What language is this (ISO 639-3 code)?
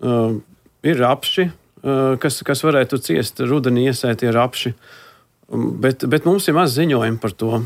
lav